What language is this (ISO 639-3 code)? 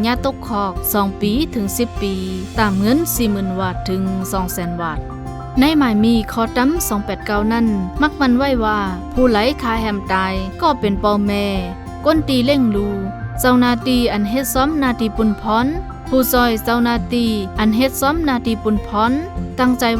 shn